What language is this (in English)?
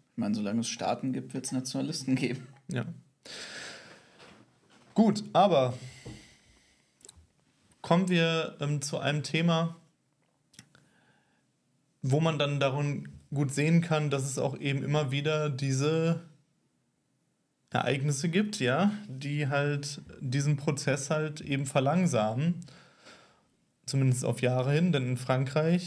German